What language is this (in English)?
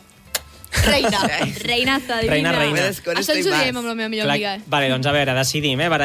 Catalan